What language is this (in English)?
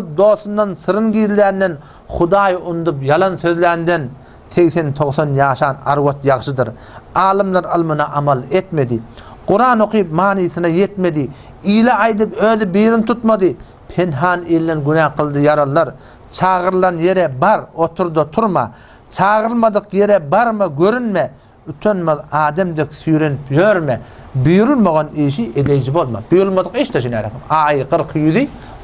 Turkmen